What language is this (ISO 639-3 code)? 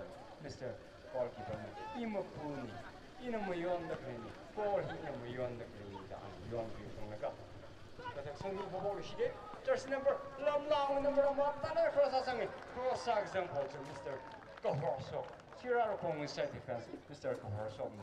nmf